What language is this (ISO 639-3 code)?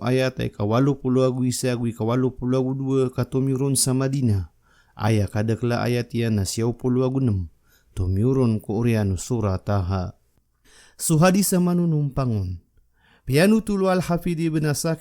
mrw